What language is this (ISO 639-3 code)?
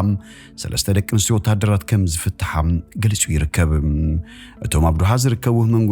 tir